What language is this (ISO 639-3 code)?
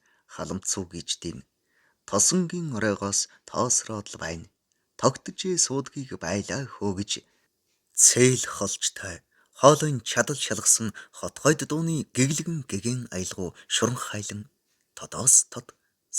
mon